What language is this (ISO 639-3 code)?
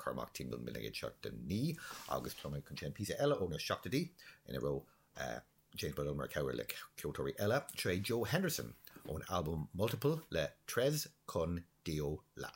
gle